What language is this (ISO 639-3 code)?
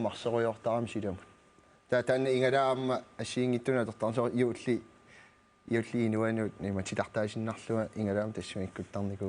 kal